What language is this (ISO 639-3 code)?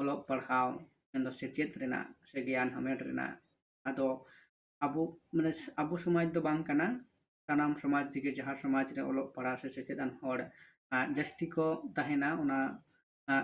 sat